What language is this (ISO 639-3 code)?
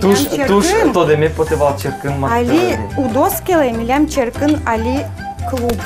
udm